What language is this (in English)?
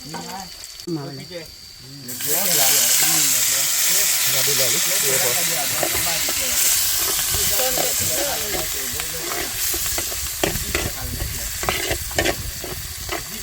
S'gaw Karen